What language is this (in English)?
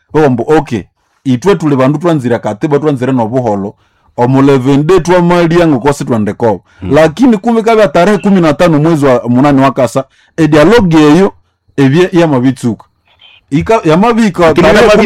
Nande